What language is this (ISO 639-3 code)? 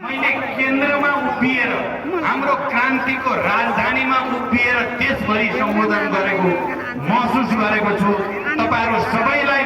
nep